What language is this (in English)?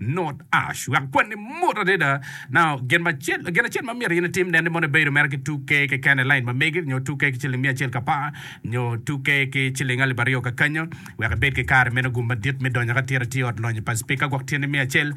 Acoli